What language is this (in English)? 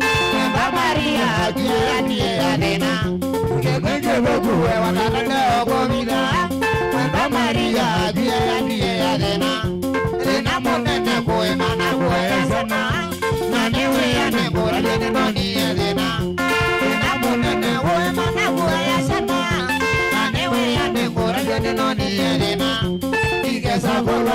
Kamba